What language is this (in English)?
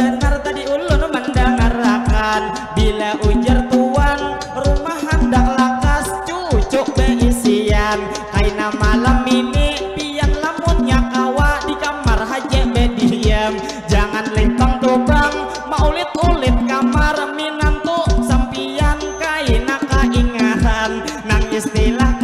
Banjar